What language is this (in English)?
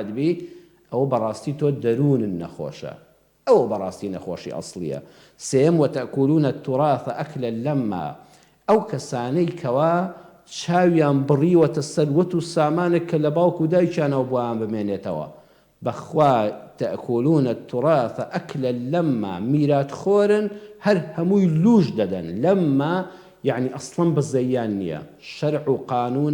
Central Kurdish